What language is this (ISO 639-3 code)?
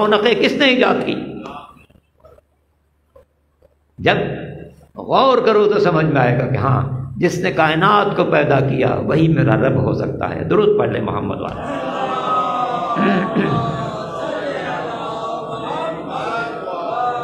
urd